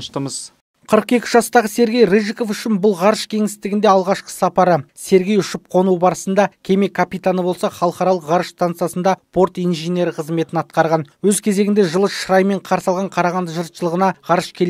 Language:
Kazakh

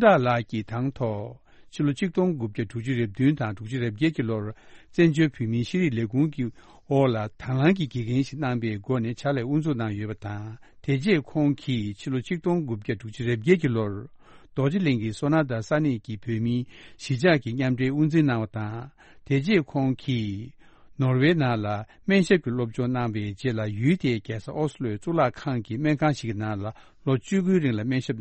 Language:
Tibetan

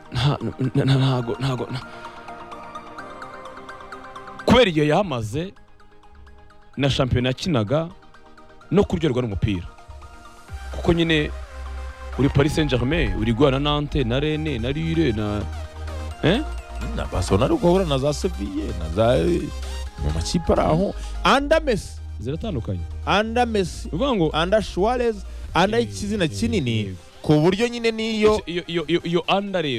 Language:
Kinyarwanda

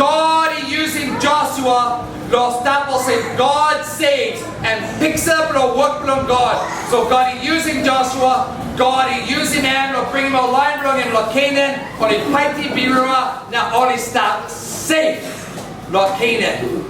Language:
Tok Pisin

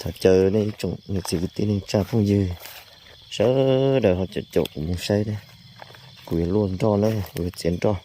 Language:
Hmong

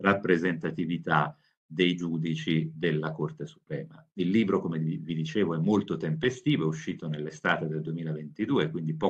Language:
Italian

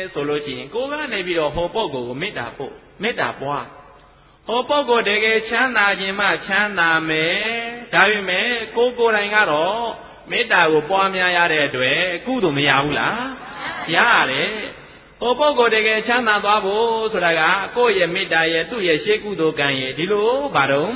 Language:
Burmese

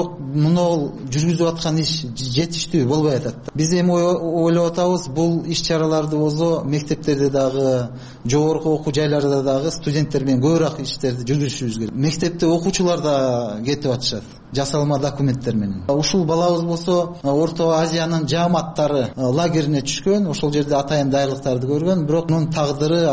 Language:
Kyrgyz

